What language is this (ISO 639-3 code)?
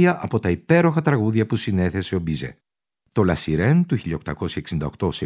ell